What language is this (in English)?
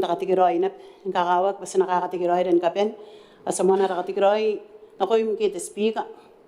Gilbertese